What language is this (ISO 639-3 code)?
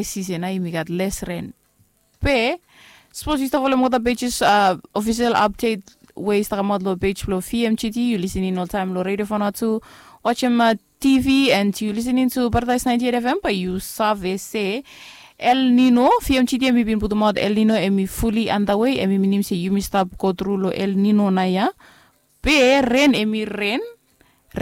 bis